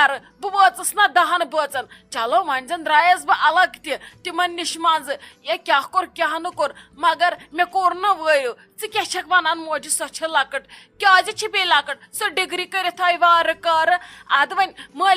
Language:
Kashmiri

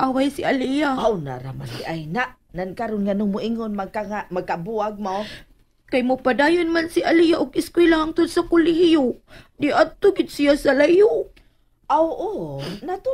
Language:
Cebuano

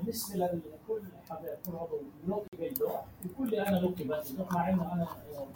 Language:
North Levantine Arabic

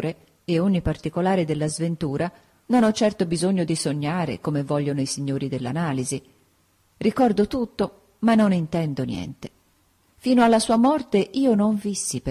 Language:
Italian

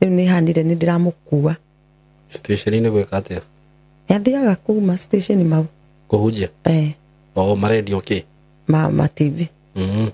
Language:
Kikuyu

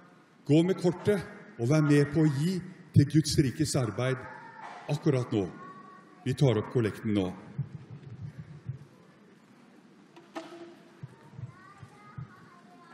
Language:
Norwegian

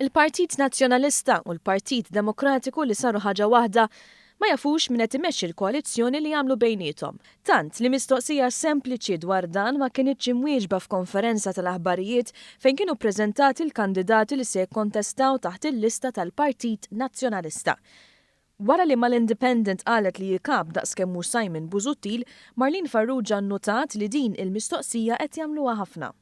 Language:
Maltese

